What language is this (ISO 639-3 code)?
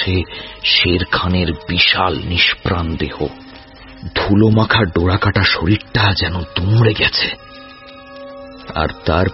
ben